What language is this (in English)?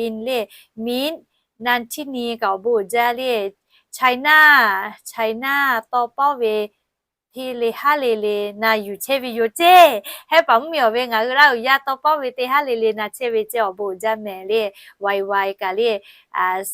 Lahu